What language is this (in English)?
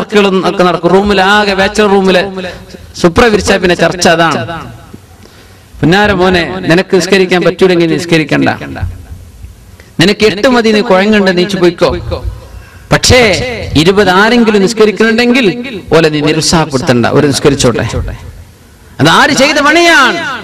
Malayalam